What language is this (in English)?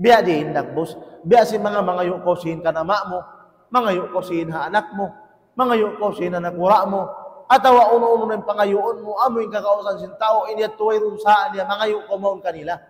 Tausug